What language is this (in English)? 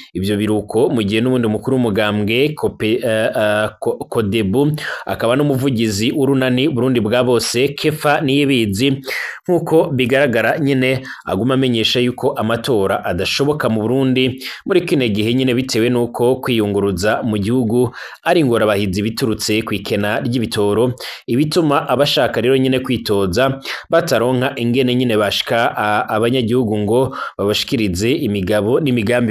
Rundi